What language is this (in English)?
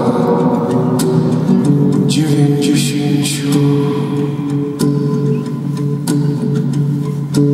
Polish